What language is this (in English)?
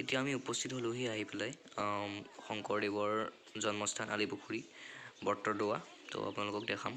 Assamese